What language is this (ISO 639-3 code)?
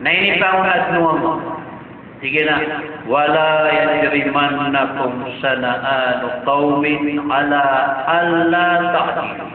mrw